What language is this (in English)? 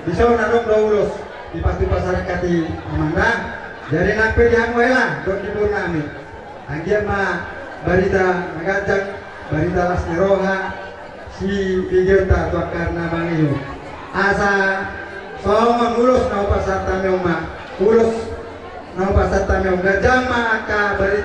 Batak Toba